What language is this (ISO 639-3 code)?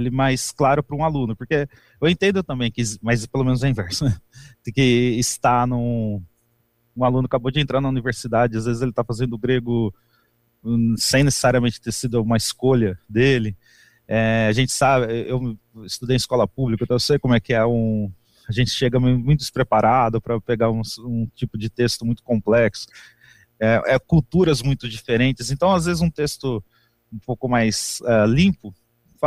por